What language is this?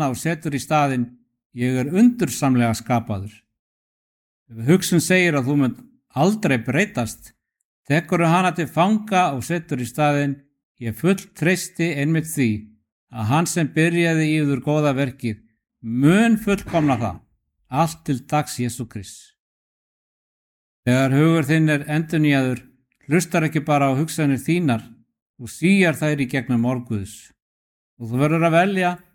Icelandic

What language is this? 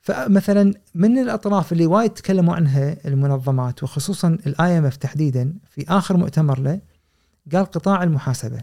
Gulf Arabic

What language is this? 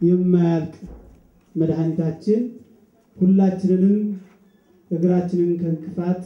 Amharic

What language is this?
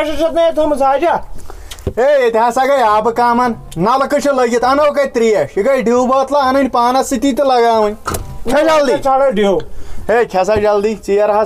Kashmiri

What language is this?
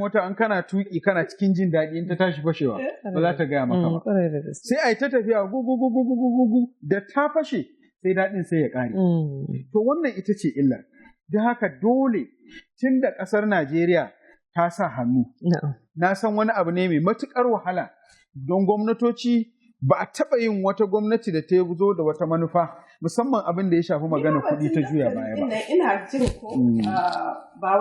Hausa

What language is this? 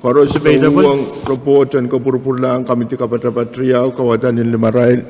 Pohnpeian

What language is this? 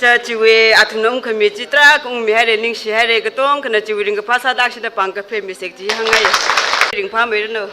Tangkhul Naga (India)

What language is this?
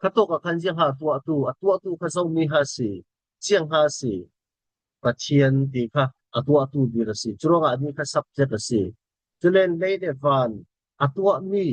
Falam Chin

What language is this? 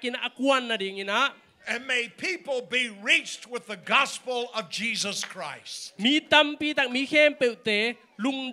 Tedim Chin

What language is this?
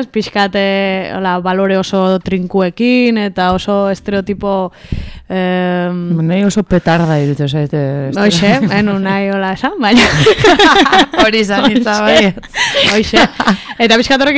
Basque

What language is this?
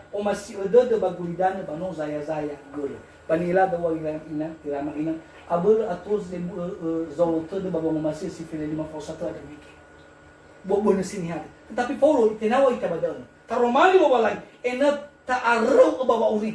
Nias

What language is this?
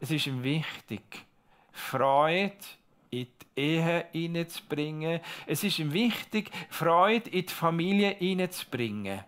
Swiss German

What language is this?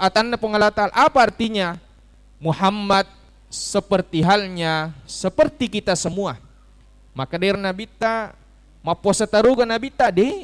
Buginese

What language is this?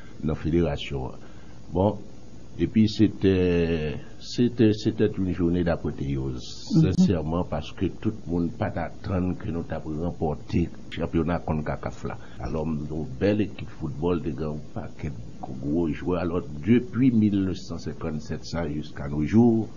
Haitian Creole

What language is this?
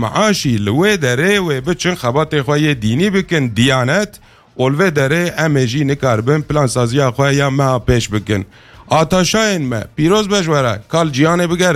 Kurdish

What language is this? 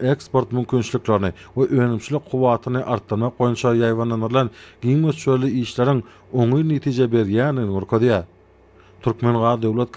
Turkmen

